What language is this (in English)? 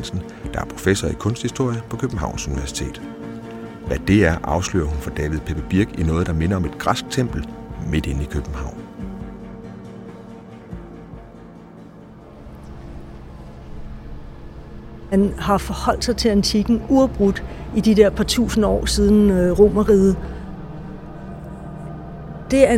Danish